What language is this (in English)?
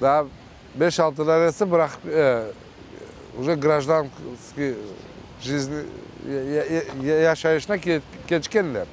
Crimean Tatar